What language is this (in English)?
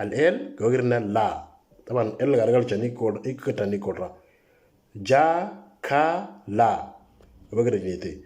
Moro